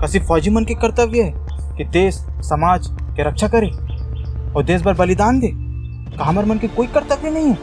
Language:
Chhattisgarhi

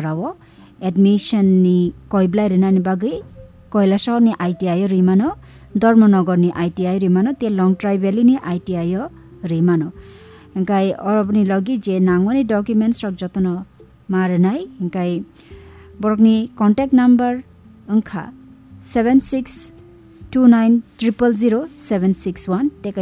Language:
Kok Borok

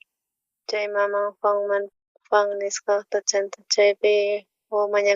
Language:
South Bolivian Quechua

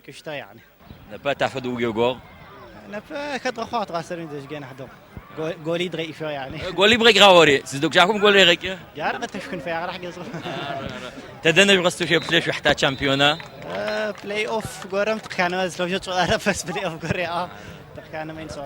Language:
Adyghe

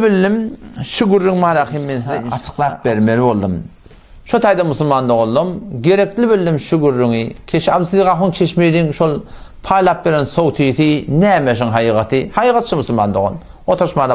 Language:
Turkmen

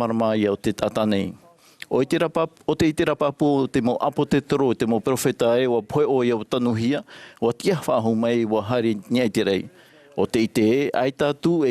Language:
Tahitian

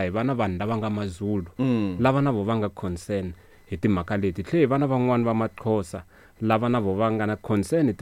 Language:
Tsonga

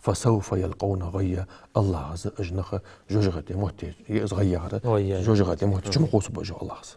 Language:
Ingush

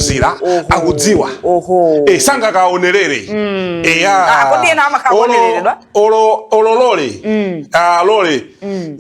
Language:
Nyanja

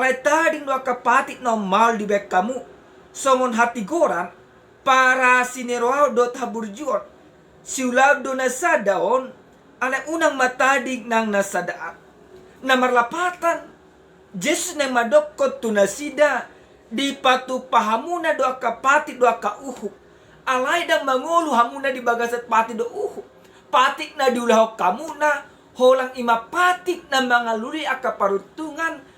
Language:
Batak Toba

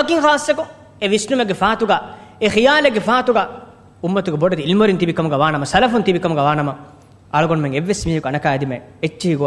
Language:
Divehi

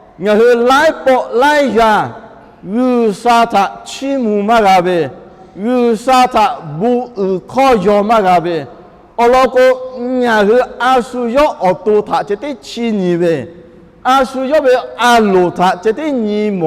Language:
Lahu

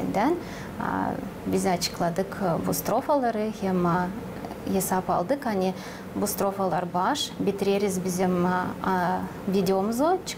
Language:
Gagauz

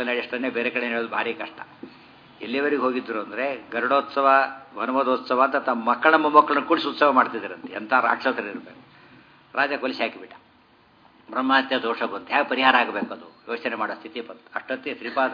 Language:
Kannada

